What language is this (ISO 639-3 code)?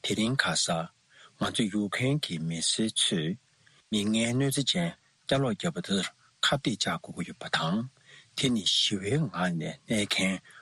bod